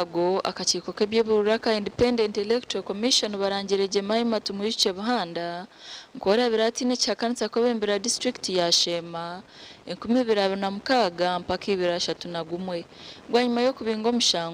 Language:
Nyankole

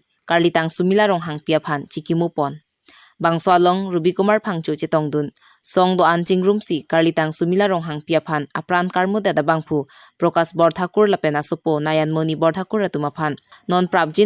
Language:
Karbi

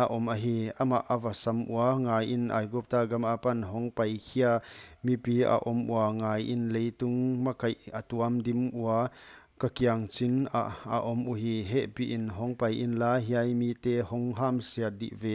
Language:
Paite Chin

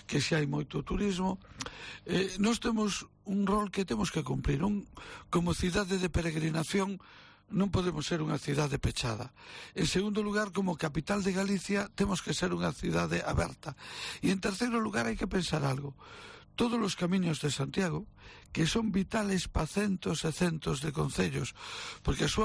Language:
Galician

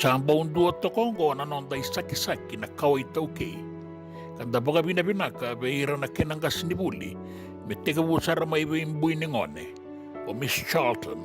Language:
Fijian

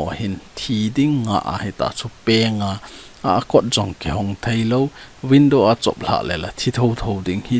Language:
Thado Chin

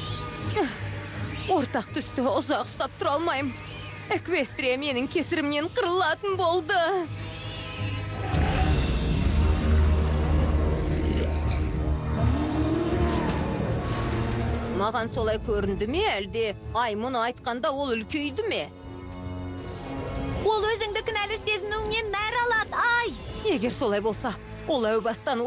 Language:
Kazakh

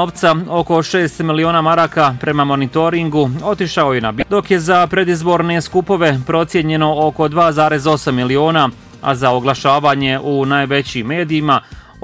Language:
Bosnian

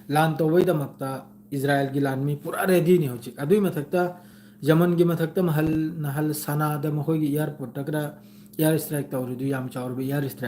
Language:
Manipuri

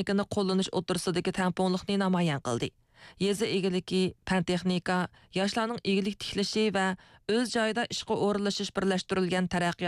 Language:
Uyghur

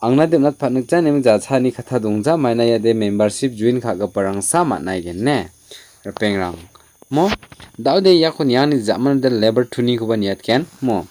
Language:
Garo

